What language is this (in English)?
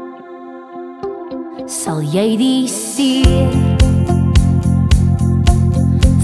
Afrikaans